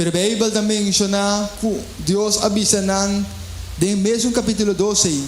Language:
Papiamento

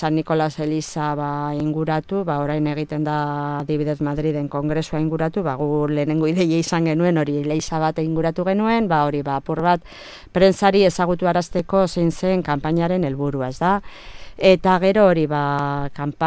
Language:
Basque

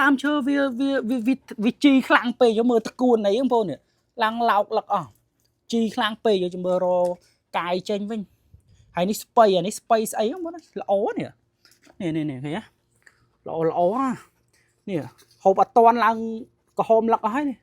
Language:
Khmer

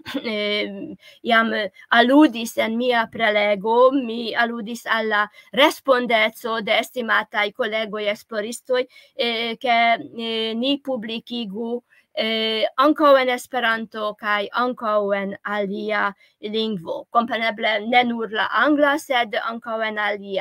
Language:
Esperanto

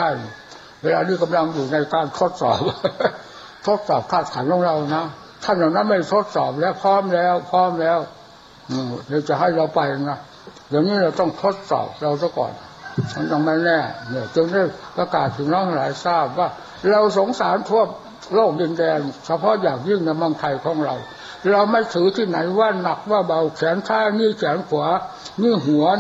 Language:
Thai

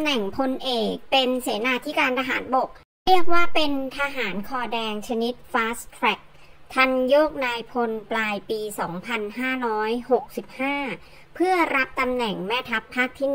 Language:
Thai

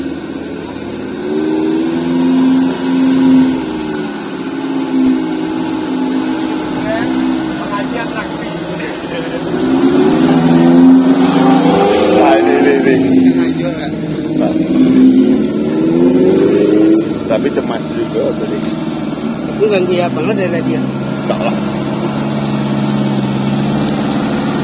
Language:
Indonesian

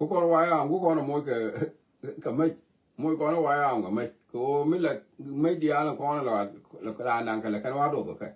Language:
Nuer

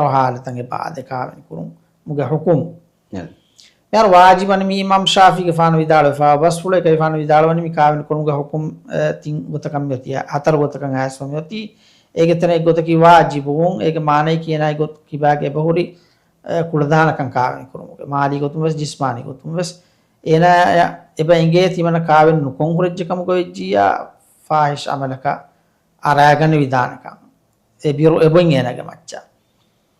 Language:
Divehi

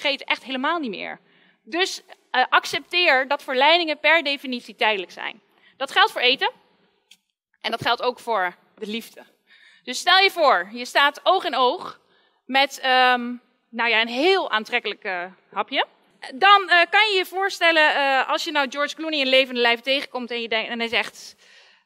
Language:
Dutch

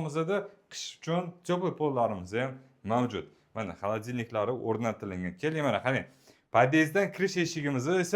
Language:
Uzbek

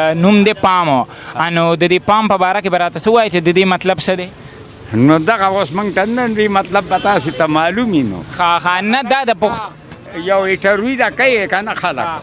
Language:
Pashto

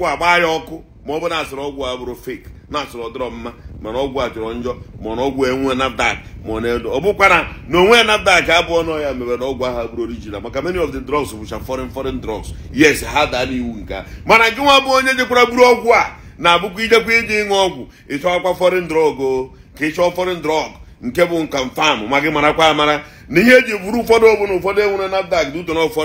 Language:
Igbo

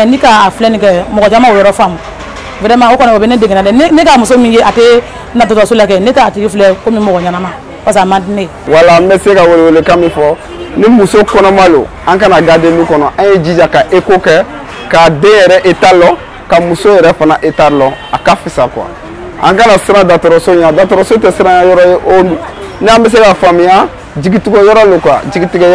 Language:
Bambara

